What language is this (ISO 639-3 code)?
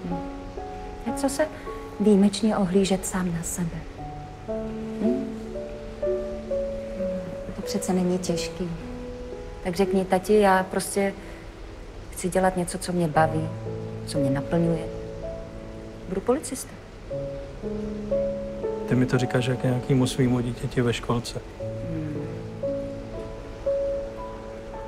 ces